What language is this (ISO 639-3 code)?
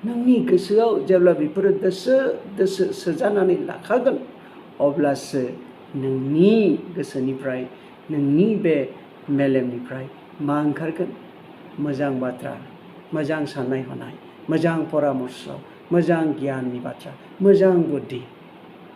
brx